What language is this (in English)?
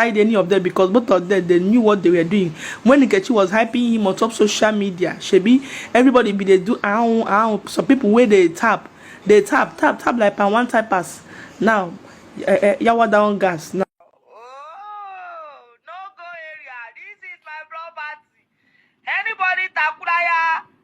Nigerian Pidgin